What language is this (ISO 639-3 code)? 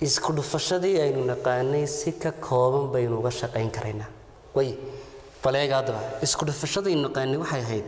som